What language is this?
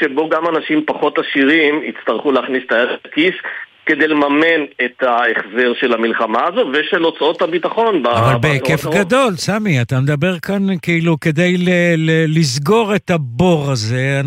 Hebrew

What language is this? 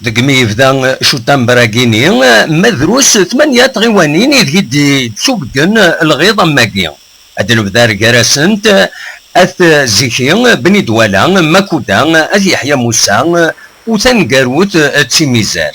Kabyle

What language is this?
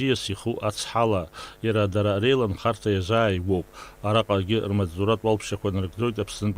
Abkhazian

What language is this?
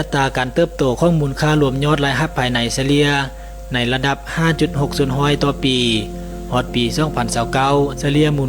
Lao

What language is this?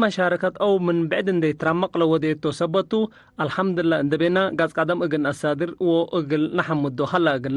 Tigre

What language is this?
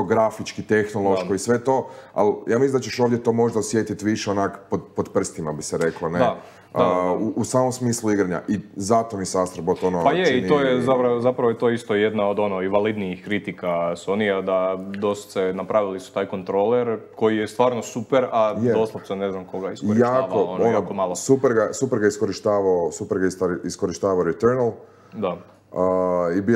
Croatian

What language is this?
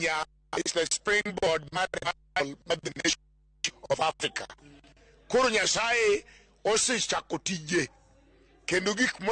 Luo (Kenya and Tanzania)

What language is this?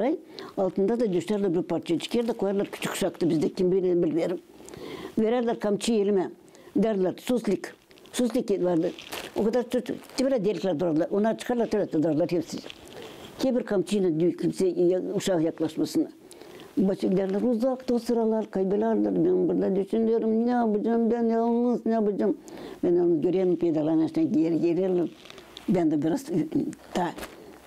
Gagauz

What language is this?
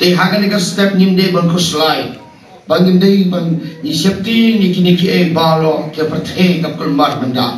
Khasi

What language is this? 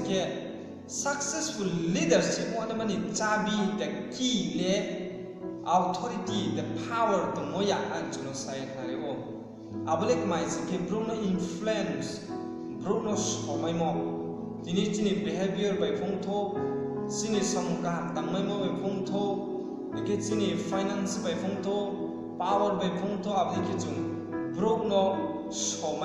Riang (India)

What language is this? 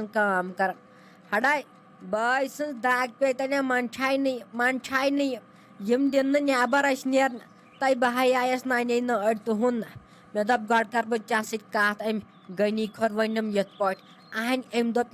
Kashmiri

